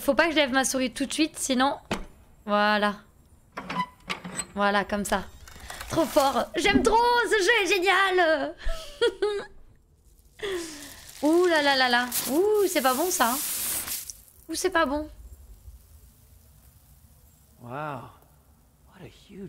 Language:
French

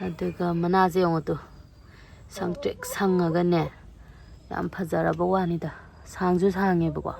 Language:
Manipuri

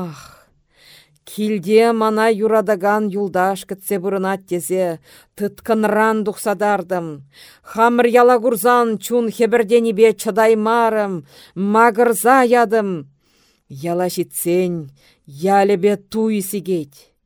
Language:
Chuvash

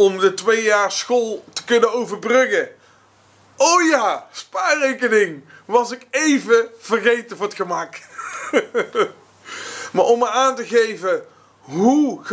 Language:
Dutch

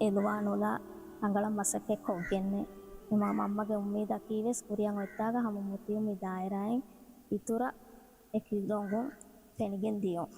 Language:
Divehi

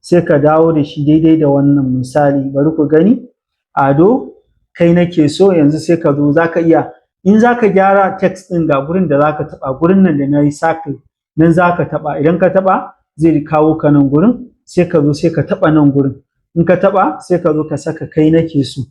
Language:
Hausa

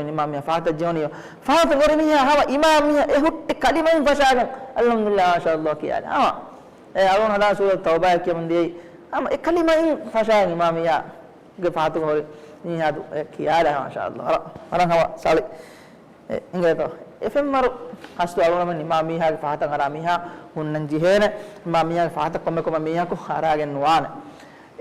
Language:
Divehi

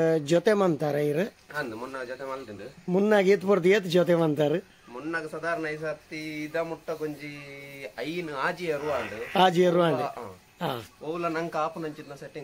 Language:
Tulu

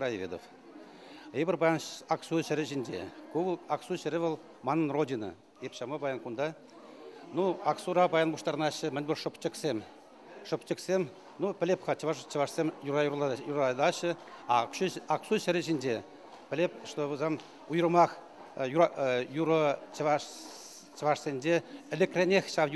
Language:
Chuvash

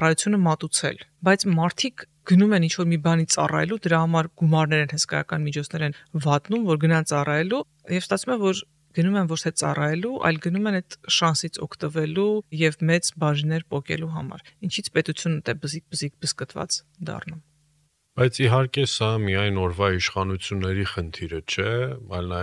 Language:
Armenian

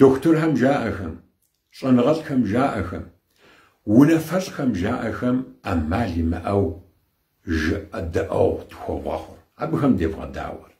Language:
Kabardian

